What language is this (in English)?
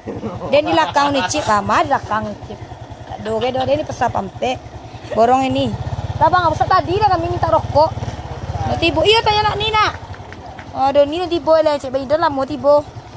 Minangkabau